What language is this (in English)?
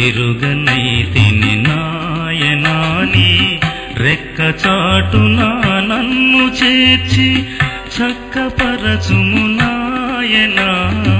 Telugu